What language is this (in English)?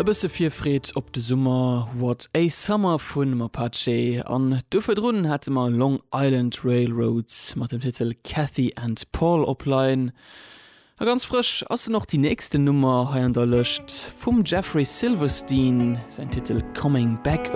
Luxembourgish